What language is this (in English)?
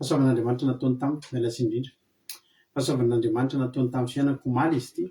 Malagasy